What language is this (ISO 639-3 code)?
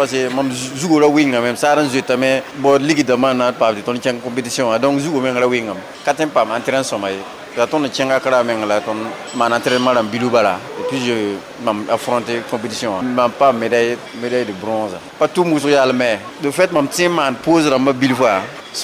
mos